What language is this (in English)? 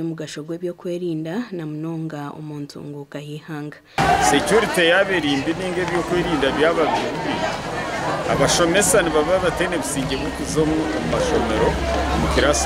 Nyankole